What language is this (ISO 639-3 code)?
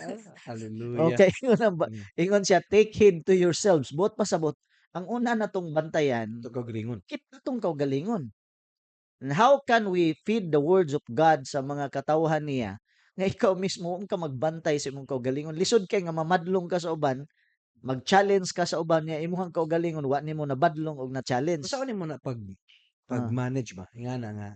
ceb